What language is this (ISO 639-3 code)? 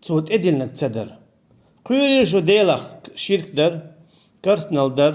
che